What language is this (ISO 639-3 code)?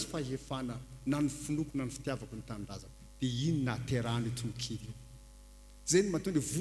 mlg